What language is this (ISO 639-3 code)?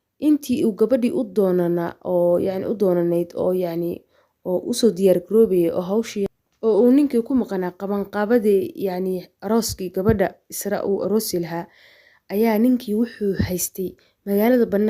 som